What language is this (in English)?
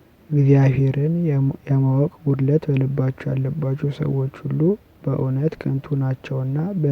Amharic